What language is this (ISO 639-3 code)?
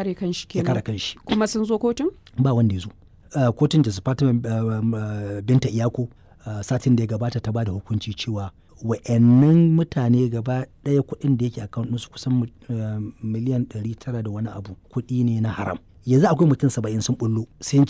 hau